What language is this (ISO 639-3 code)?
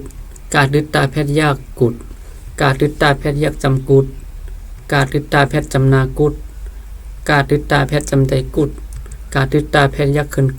shn